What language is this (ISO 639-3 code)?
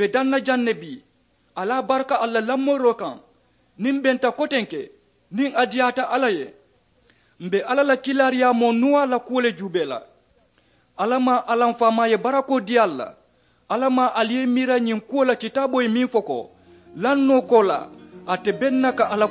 man